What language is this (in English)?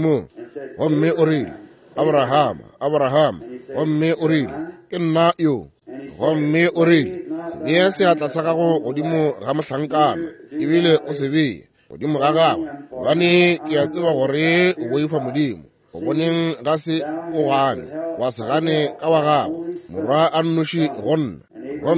Northern Sotho